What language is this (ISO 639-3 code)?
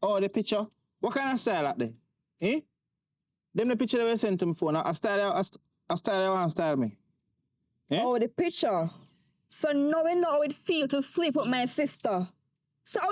jam